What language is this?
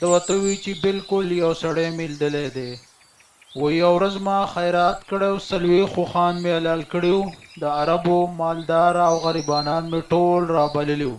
Pashto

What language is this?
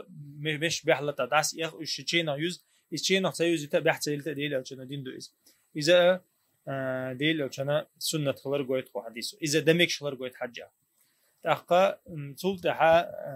Chechen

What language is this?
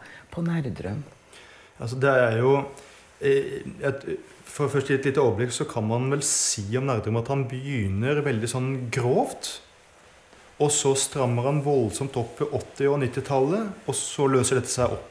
Norwegian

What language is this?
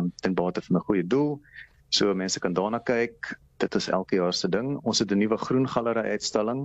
Afrikaans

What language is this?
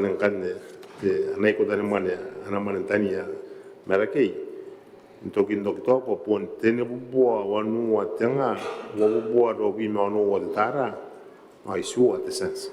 Gilbertese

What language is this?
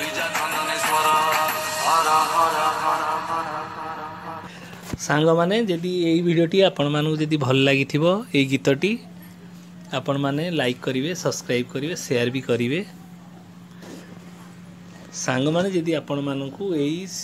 Odia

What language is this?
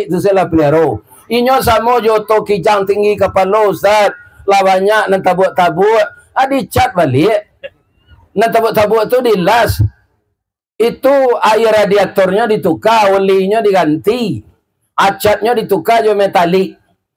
Minangkabau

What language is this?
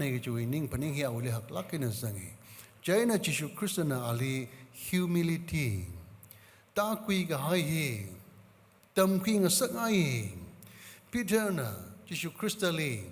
Tangkhul Naga (India)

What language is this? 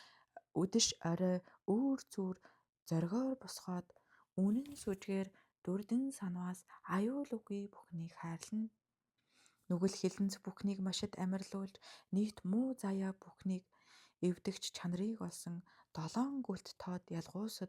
Mongolian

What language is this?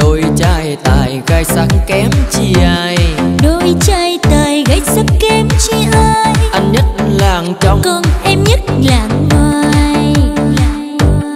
Vietnamese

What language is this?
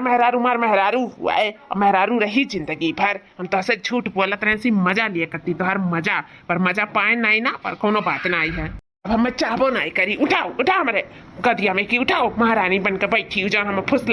Awadhi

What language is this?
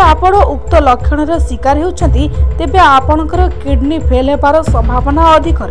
Odia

